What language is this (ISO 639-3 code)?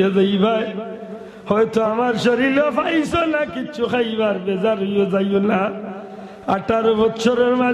syl